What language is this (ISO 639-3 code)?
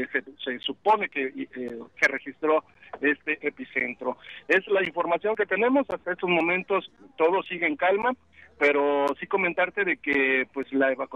spa